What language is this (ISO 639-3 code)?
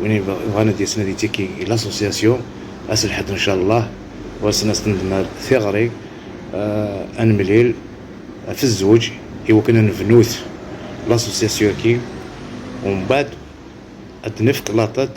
kab